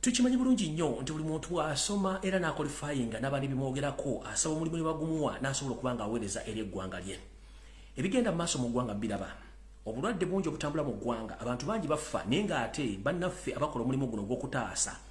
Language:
Ganda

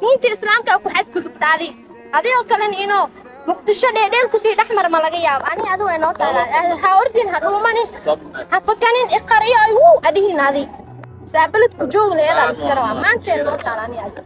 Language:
Somali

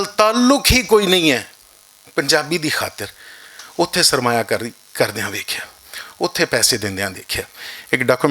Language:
Western Panjabi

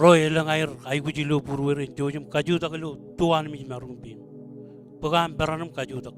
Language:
Marshallese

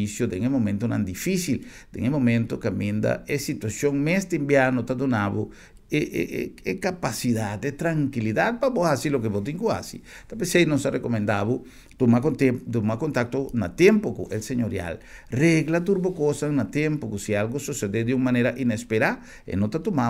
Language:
Papiamento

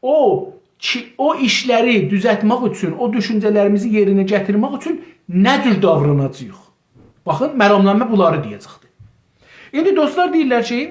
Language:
South Azerbaijani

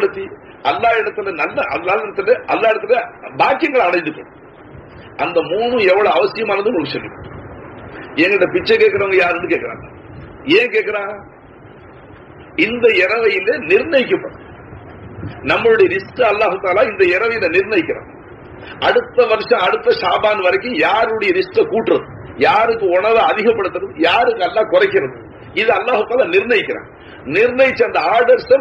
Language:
Tamil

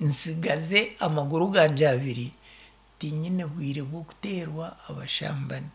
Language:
Nyankole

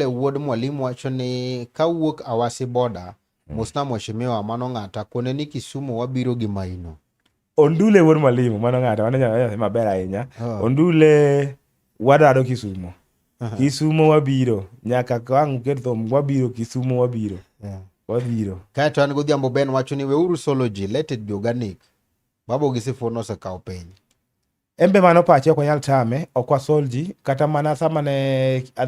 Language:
Luo (Kenya and Tanzania)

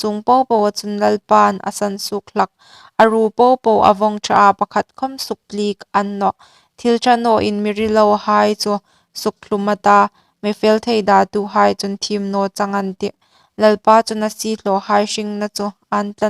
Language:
Hmar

